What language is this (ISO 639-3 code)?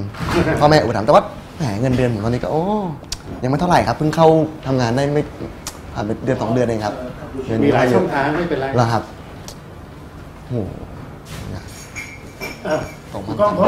tha